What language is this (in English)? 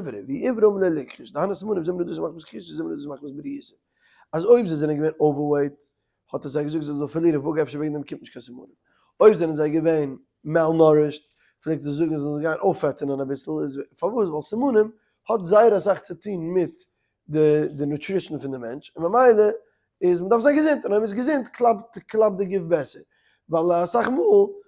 Yiddish